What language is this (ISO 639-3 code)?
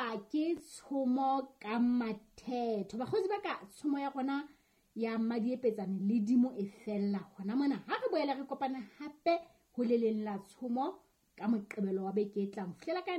sot